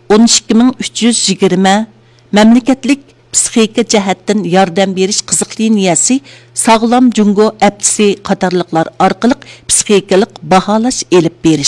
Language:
Uyghur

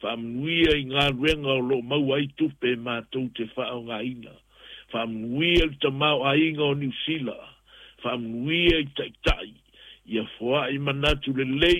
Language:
Samoan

